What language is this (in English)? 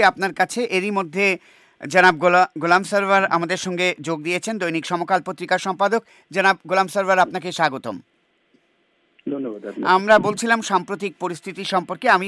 Bangla